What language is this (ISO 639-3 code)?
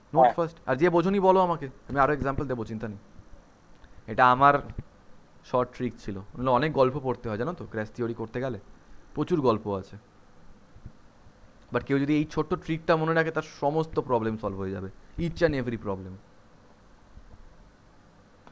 ben